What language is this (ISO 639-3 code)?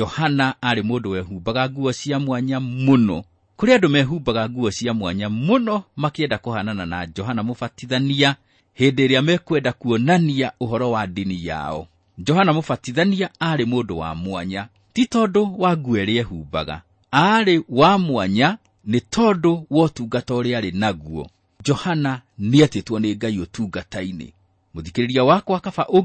kik